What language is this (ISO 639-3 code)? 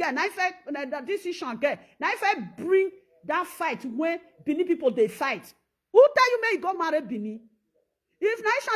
pcm